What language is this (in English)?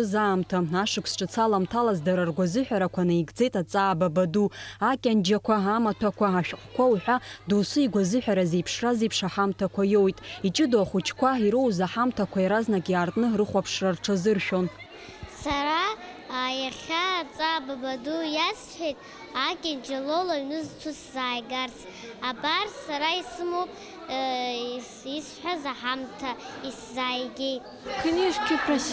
Abkhazian